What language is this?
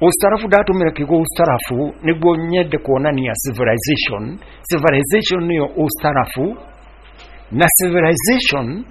Kikuyu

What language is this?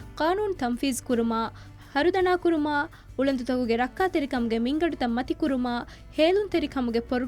Divehi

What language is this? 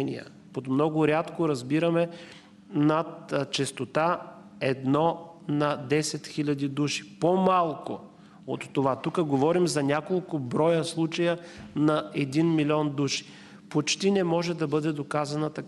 Bulgarian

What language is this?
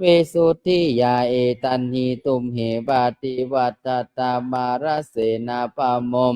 Pali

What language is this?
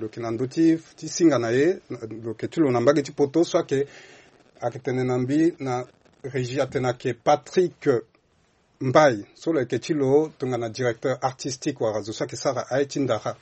Sango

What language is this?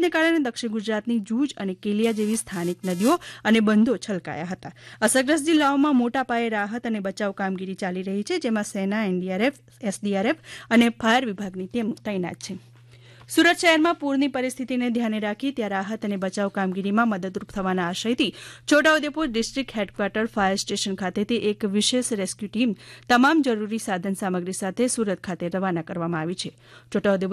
Gujarati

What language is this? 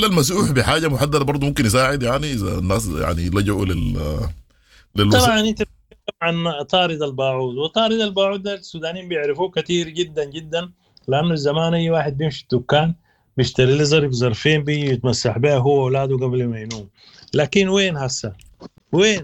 Sudanese Arabic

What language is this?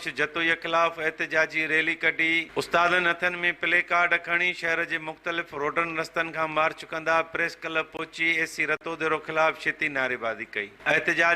Sindhi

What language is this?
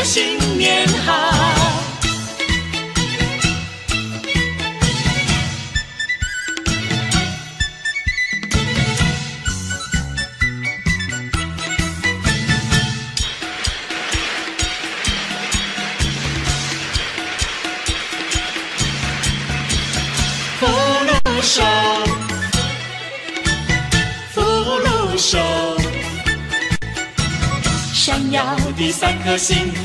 Chinese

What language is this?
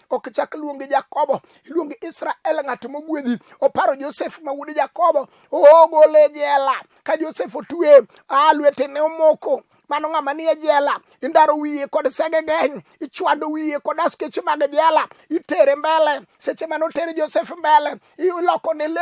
Luo (Kenya and Tanzania)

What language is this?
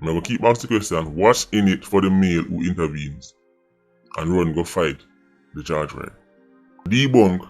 Jamaican Creole English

